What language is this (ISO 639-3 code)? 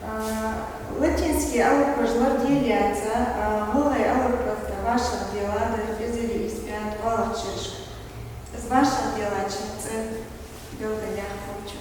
inh